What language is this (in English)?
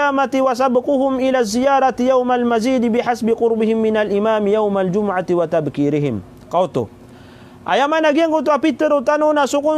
Maranao